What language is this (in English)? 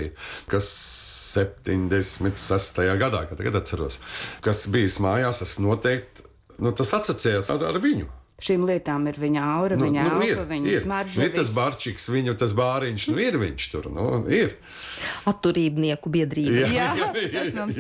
Latvian